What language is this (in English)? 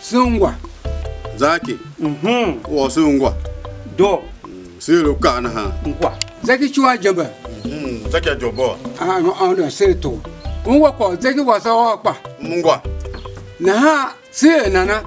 Tiv